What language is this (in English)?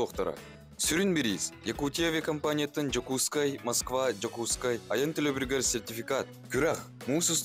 Yakut